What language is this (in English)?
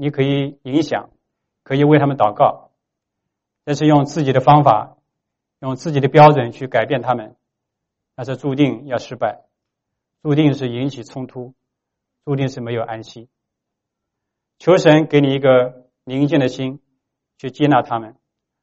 Chinese